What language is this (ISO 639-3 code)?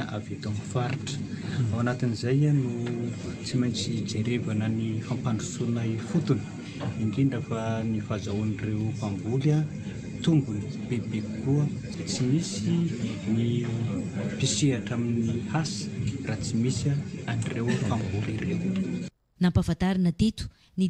mlg